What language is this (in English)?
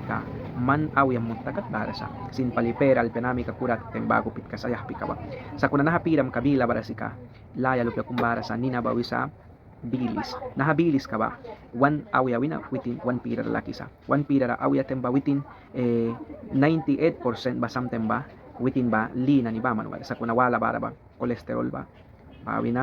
Mískito